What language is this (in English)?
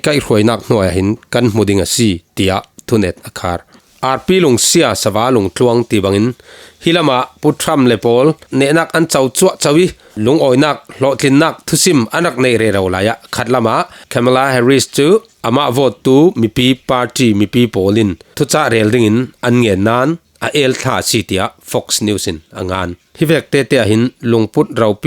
Falam Chin